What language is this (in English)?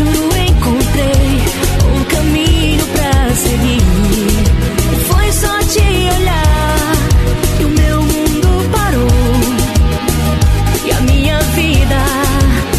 Portuguese